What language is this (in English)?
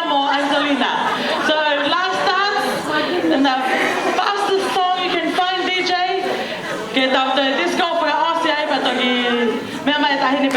Tongan